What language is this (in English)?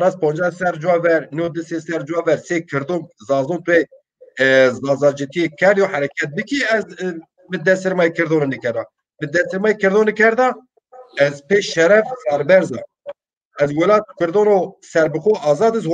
Zaza